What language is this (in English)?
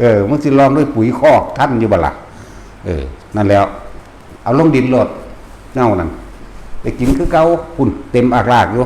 Northeastern Thai